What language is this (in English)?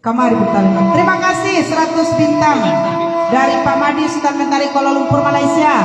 Minangkabau